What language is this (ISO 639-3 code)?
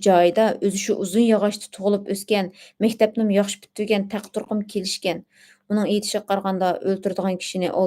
uig